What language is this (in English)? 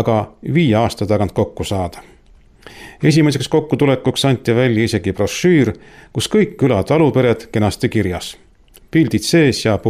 Estonian